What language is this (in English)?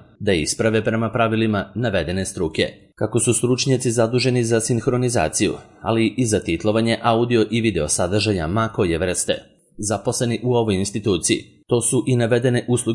Serbian